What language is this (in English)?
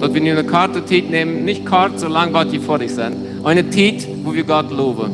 Plautdietsch